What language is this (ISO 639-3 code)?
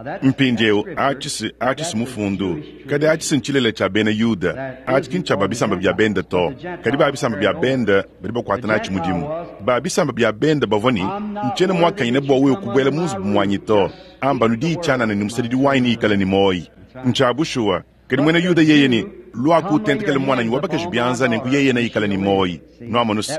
lua